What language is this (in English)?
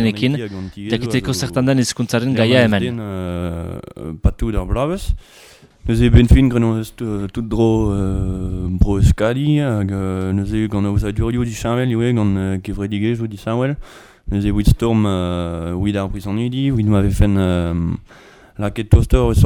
Basque